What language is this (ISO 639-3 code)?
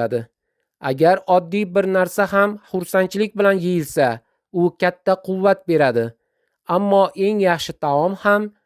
uzb